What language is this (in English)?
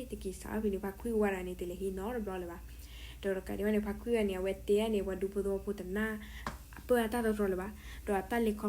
S'gaw Karen